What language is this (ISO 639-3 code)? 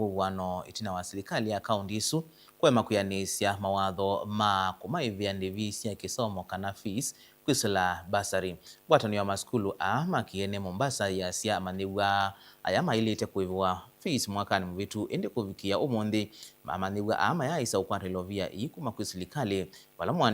kam